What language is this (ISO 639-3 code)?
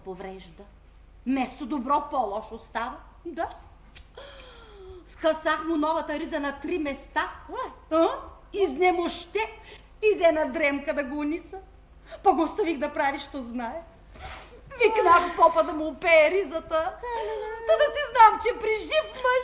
bul